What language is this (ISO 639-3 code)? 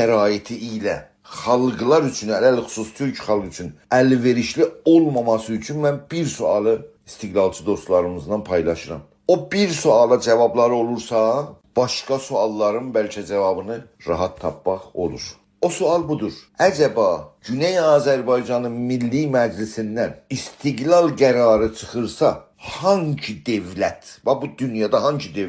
azb